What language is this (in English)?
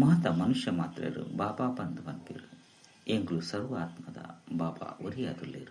Tulu